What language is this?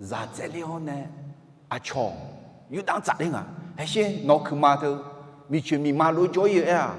Akha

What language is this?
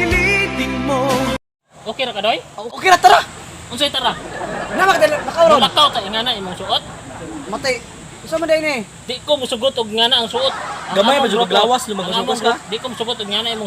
Cebuano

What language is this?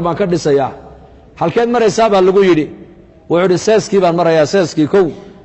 Somali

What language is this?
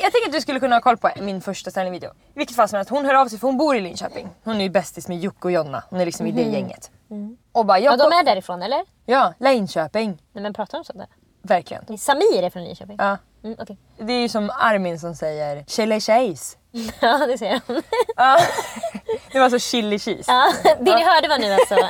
Swedish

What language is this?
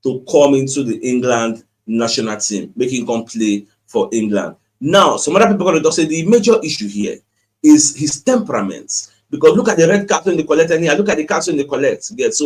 Nigerian Pidgin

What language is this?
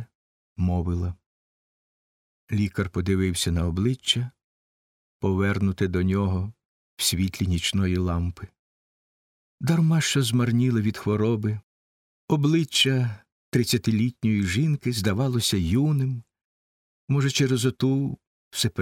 Ukrainian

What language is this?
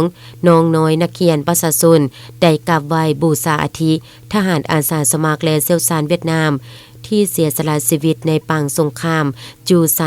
Lao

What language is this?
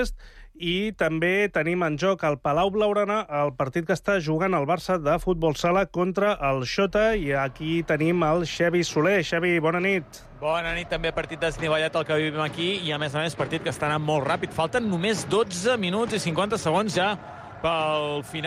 Catalan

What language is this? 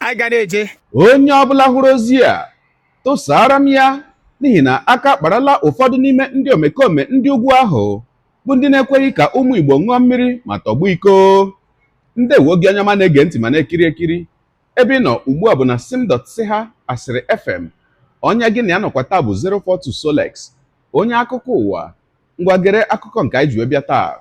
Igbo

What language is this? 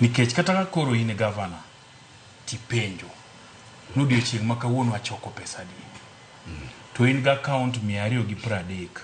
Luo (Kenya and Tanzania)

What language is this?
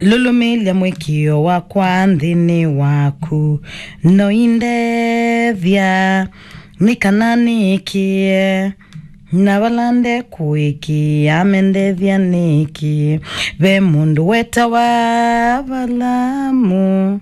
Kamba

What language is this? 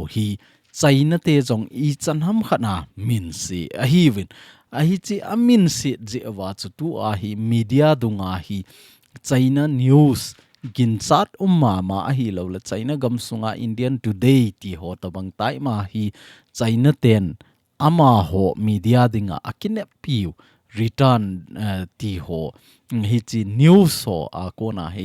Thado Chin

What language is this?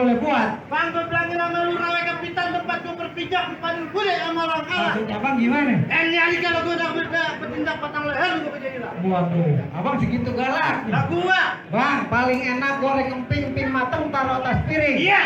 Betawi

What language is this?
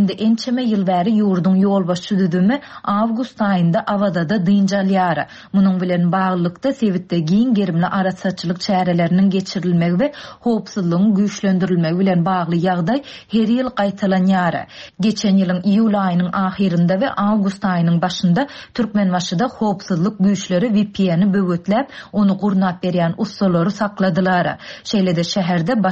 Turkmen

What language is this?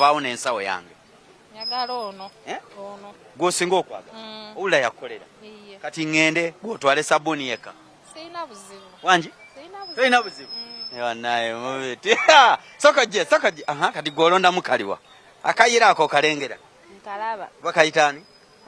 Ganda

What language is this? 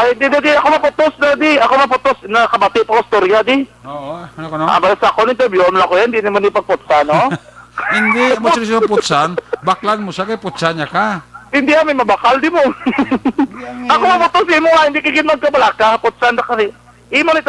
Hiligaynon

